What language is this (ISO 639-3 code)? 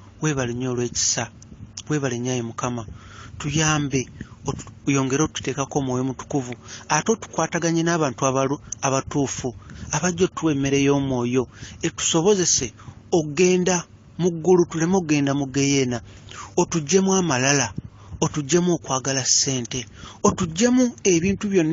lug